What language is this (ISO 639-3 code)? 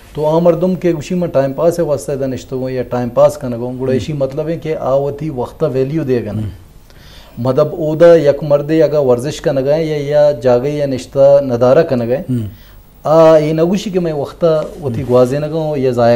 bgp